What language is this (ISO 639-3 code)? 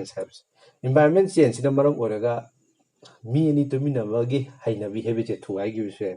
mni